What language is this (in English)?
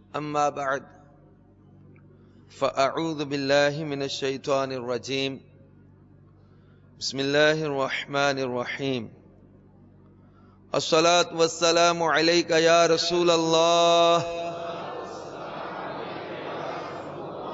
Urdu